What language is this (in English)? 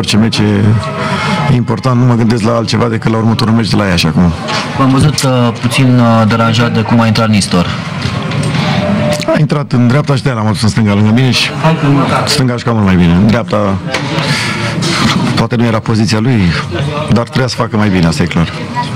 Romanian